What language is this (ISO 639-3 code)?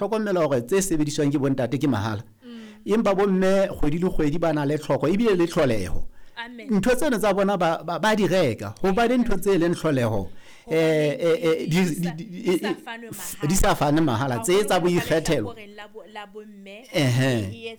sot